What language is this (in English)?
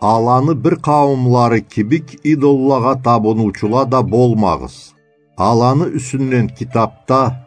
Karachay-Balkar